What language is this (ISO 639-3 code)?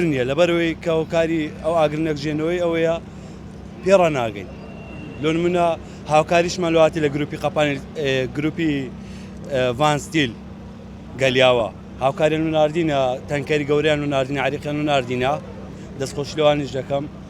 ckb